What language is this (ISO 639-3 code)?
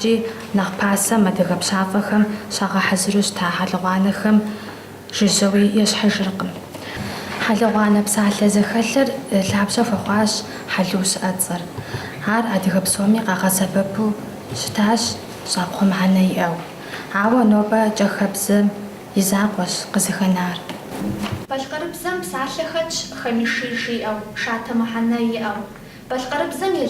kbd